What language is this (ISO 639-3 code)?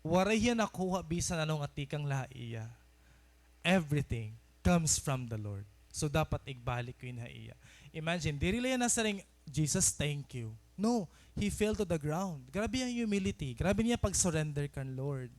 war